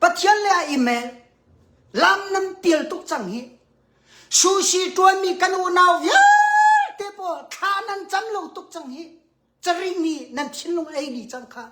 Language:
Hakha Chin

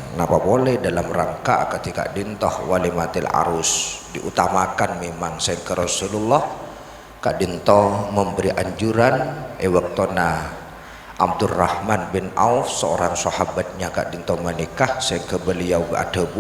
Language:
Madurese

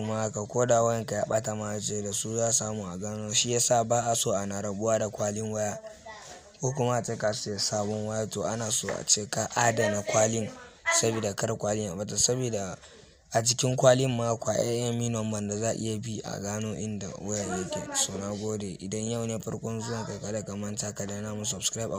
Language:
Hausa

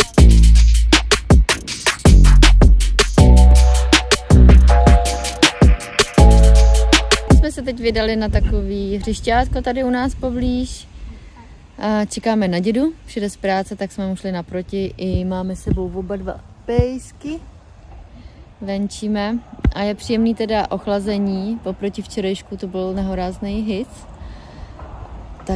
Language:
Czech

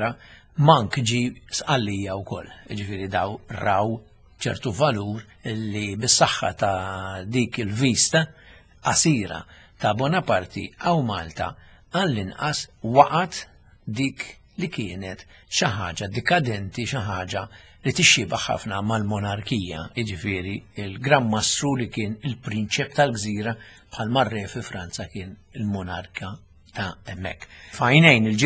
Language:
Maltese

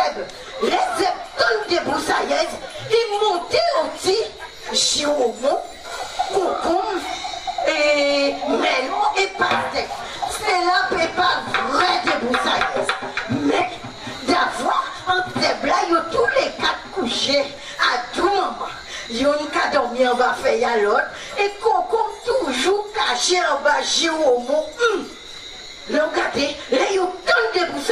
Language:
Guadeloupean Creole French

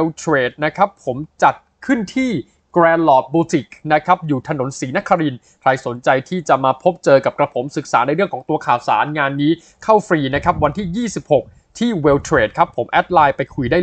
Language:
Thai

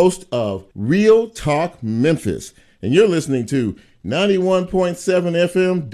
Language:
English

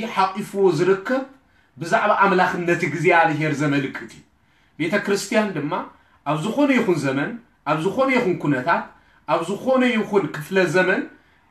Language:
Tigrinya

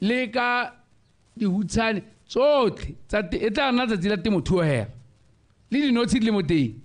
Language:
Tswana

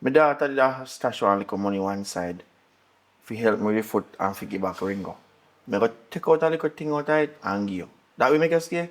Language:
Jamaican Creole English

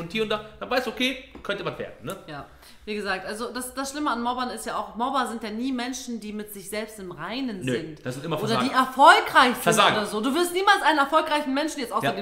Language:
German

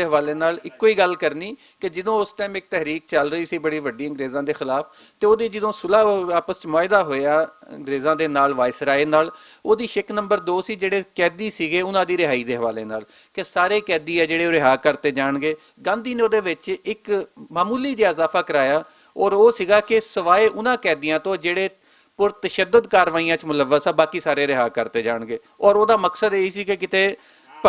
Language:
Western Panjabi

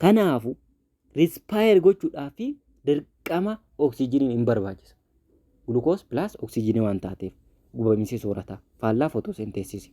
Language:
Oromo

